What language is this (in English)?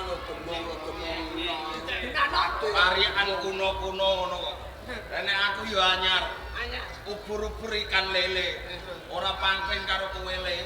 Javanese